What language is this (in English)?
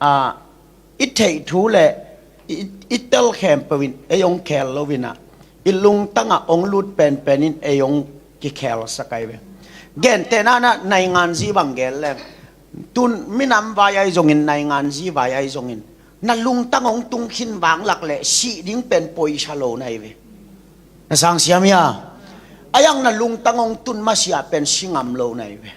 Tedim Chin